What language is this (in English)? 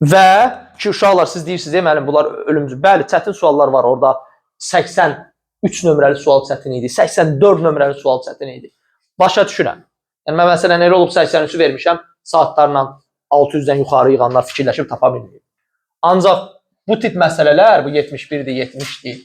Azerbaijani